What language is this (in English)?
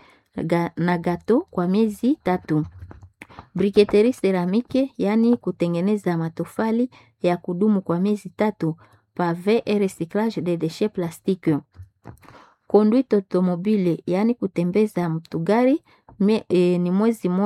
Swahili